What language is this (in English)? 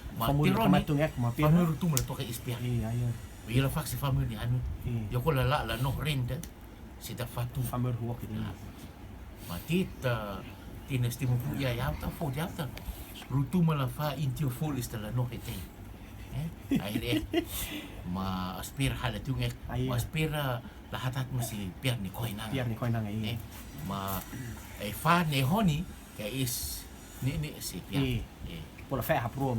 Rotuman